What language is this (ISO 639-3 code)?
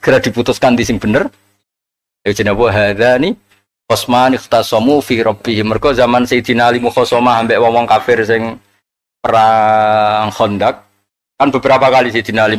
jav